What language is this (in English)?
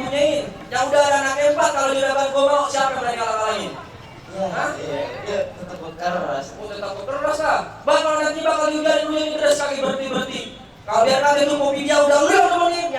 Betawi